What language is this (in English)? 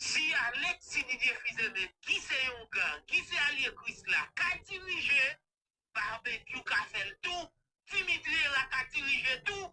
Haitian Creole